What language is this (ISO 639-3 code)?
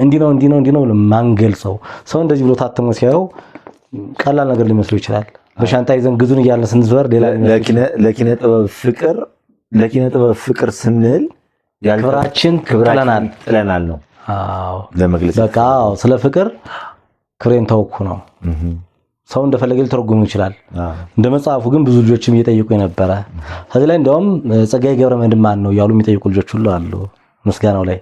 amh